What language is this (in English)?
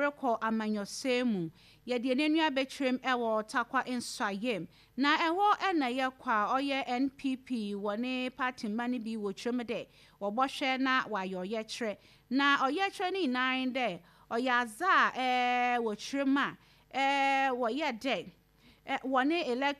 Akan